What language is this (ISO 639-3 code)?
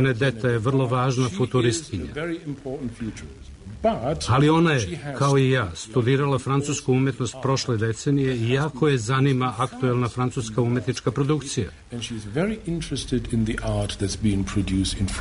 srp